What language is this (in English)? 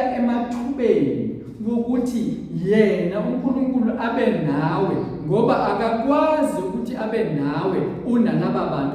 Zulu